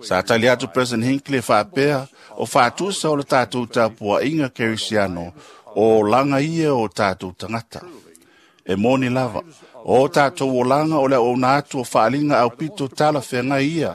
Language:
Samoan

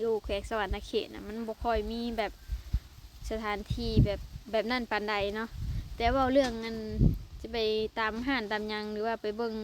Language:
Lao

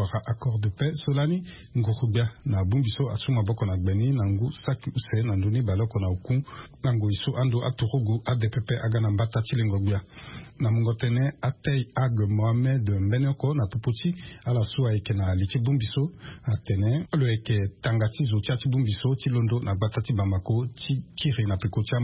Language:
Sango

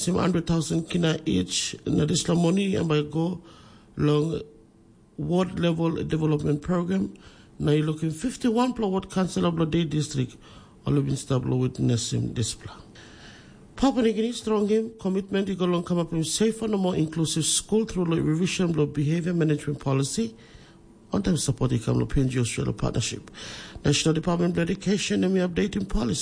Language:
Tok Pisin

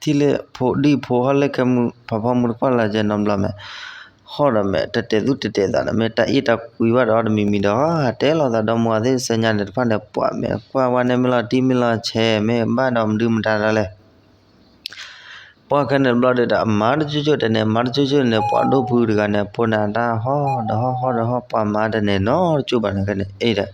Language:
S'gaw Karen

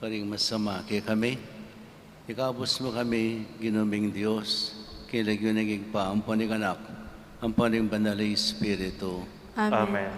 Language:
Pampanga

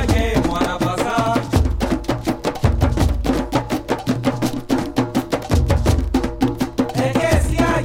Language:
Lingala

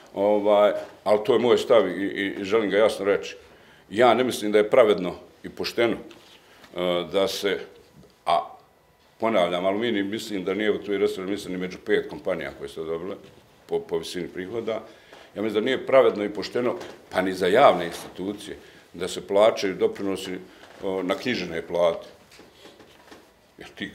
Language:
Bosnian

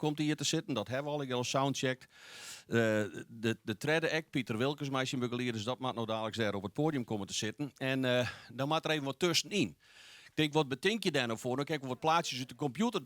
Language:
Western Frisian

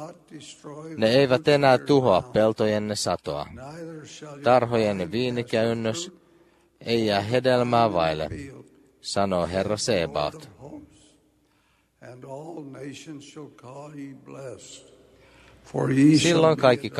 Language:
Finnish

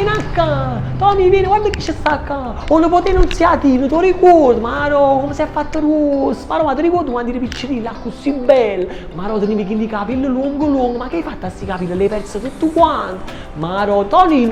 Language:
Neapolitan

